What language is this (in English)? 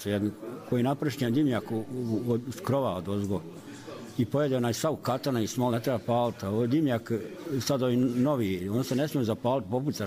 Bosnian